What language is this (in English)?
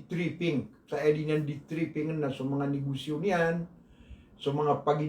Maranao